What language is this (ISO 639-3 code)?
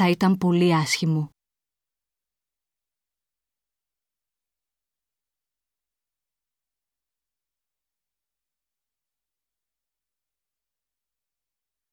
ell